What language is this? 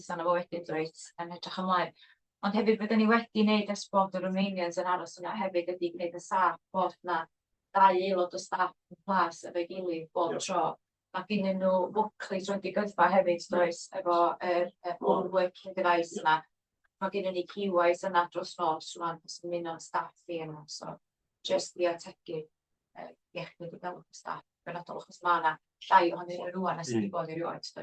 Welsh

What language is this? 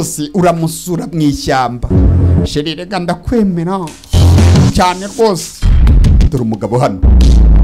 Kinyarwanda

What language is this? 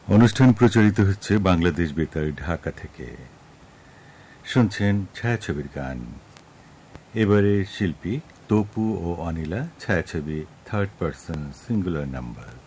Bangla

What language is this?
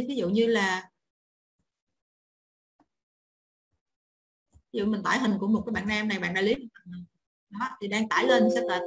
Vietnamese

